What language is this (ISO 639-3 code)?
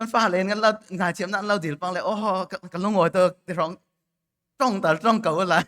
cfm